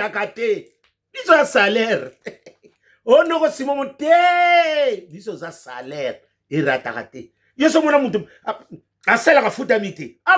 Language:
Lingala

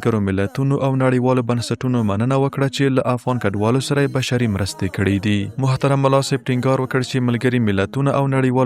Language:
Pashto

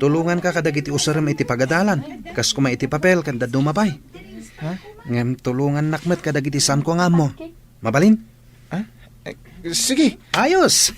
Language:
Iloko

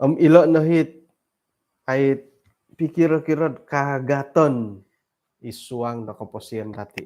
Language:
Central Dusun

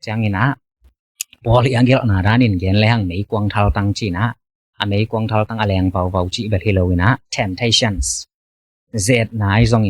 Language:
Tedim Chin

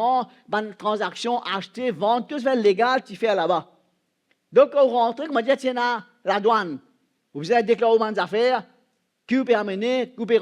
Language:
Morisyen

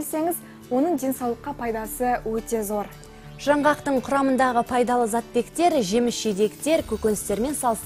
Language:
Kazakh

